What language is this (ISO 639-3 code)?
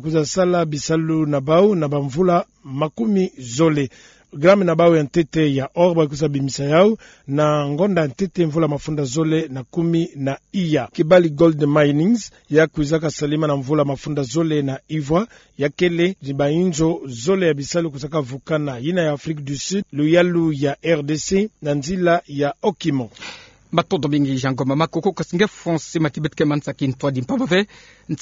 ktu